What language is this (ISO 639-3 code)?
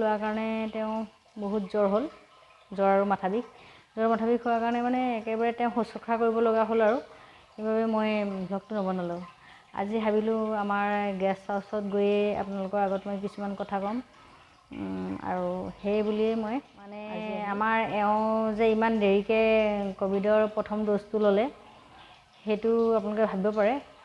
asm